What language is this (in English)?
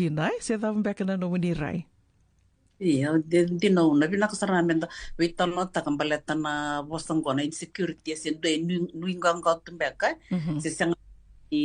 Fijian